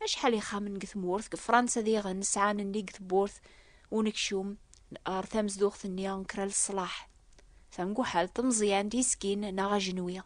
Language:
Kabyle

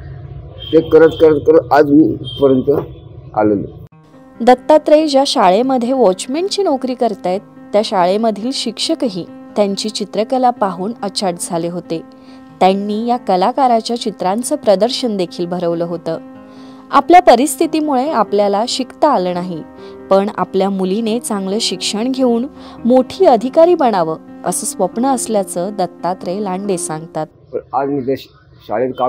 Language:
Marathi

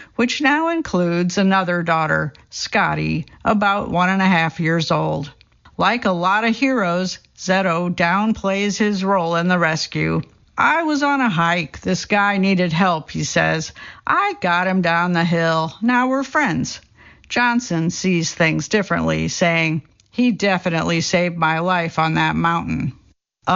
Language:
English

